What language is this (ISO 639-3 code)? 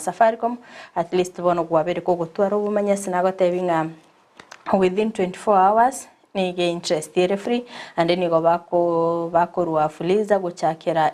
guz